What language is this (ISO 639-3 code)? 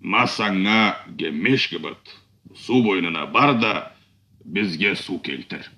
krc